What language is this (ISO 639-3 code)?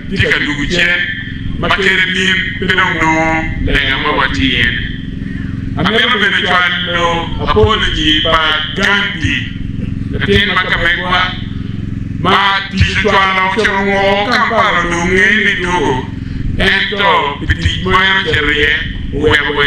ach